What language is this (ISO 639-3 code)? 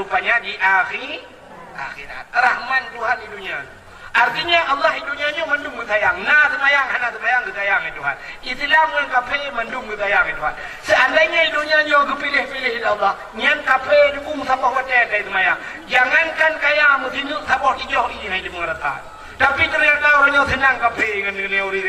ace